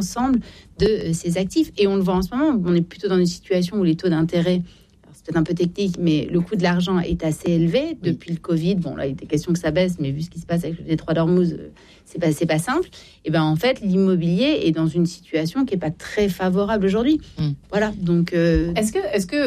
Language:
French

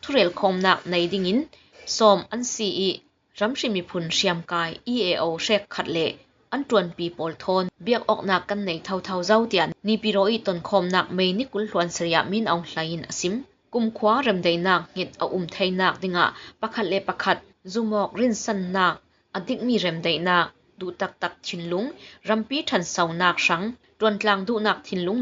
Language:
Falam Chin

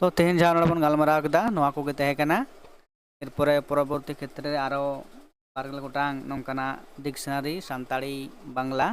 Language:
Santali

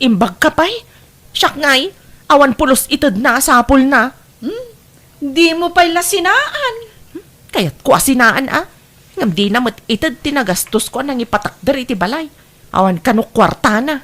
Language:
Iloko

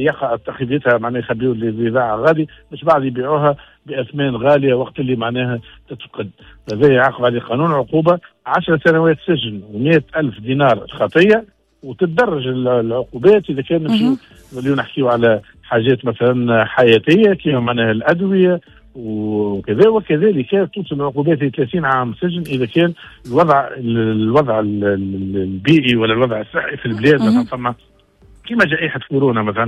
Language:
Tunisian Arabic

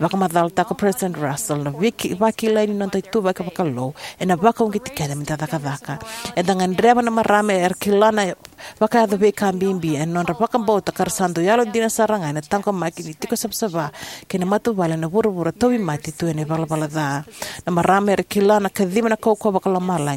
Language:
Fijian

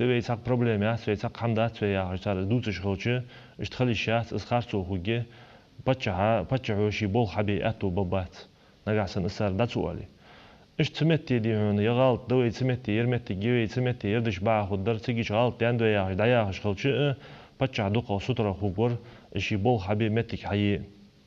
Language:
Ingush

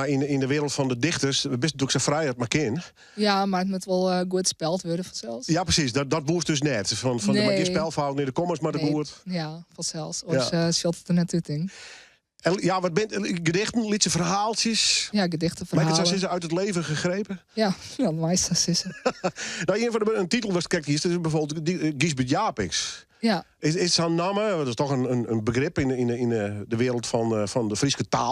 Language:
Western Frisian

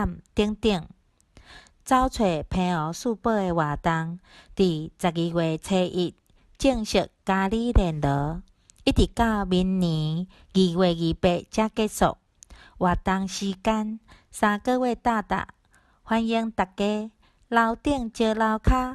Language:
Min Nan Chinese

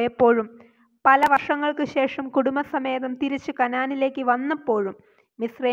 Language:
Malayalam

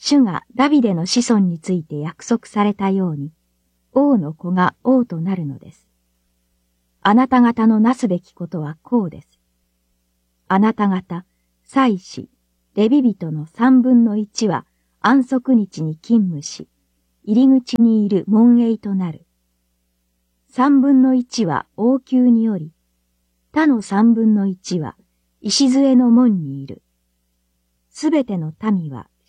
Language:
Japanese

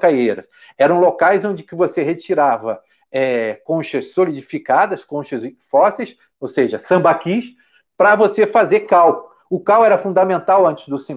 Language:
Portuguese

